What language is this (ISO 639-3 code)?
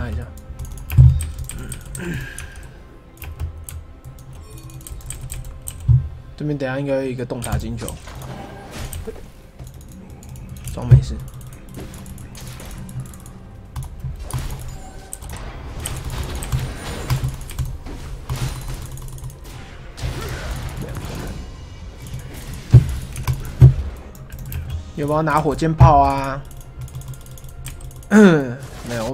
zho